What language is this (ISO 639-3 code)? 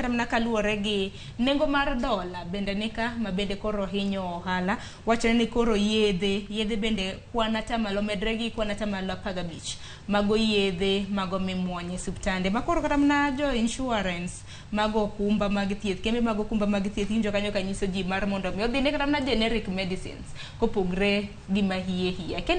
luo